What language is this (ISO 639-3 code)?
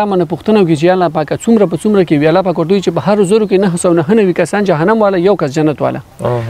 pus